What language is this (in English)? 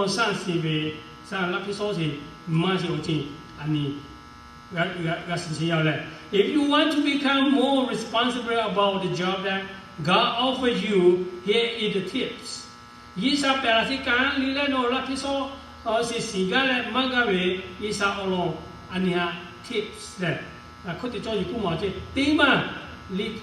Lahu